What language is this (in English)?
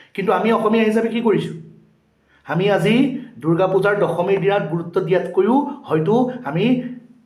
Assamese